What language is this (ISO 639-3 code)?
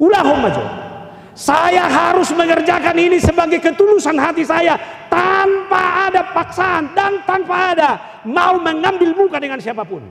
bbc